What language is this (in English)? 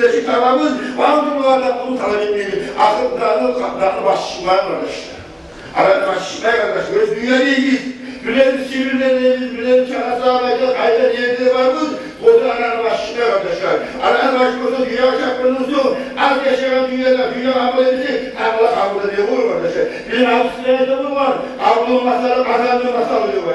Kumyk